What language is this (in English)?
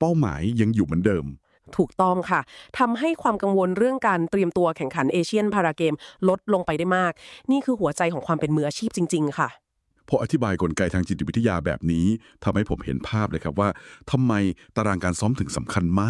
Thai